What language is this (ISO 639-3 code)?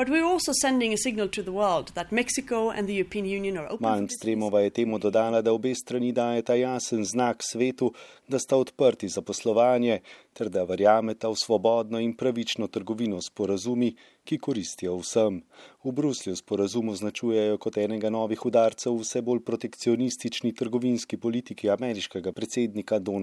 slv